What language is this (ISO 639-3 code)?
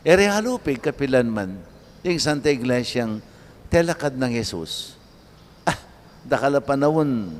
pam